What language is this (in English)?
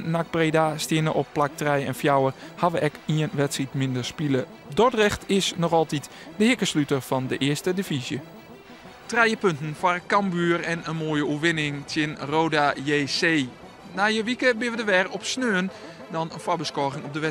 Western Frisian